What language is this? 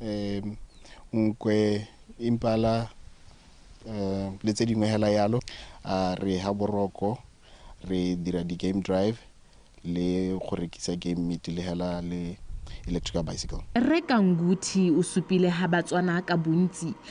Tswana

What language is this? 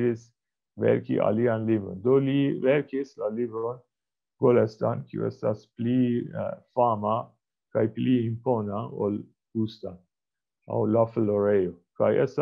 Esperanto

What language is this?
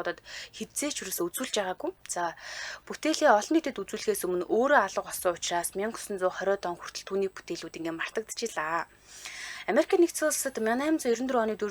Mongolian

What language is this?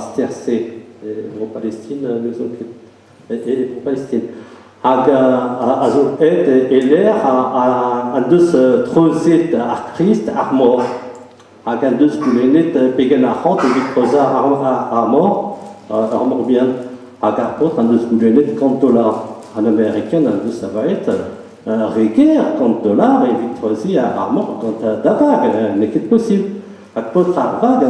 Breton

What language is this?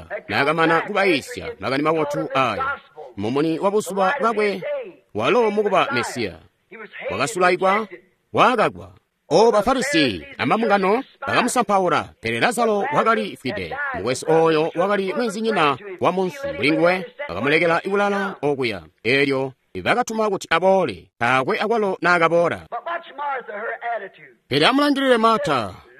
Tonga (Zambia)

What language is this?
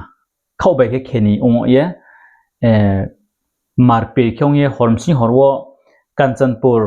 Riang (India)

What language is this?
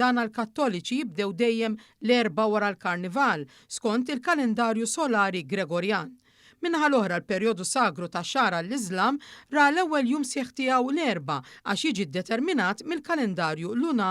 Maltese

